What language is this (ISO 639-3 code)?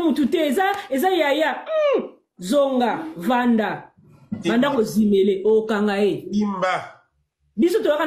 lin